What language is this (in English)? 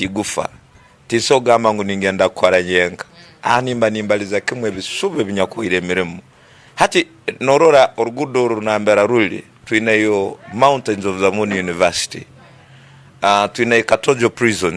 Tooro